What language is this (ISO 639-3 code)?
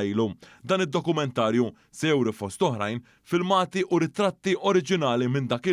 mlt